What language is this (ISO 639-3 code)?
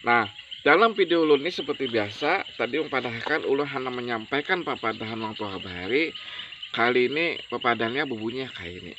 bjn